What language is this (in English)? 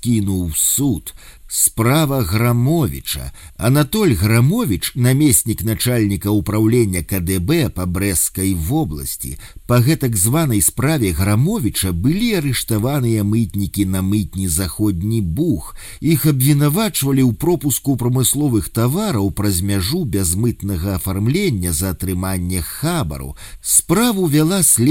Belarusian